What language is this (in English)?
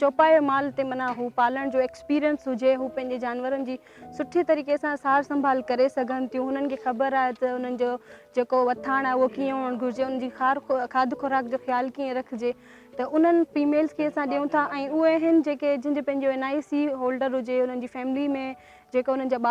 Sindhi